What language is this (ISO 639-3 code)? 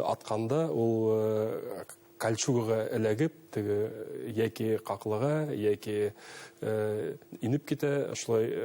bak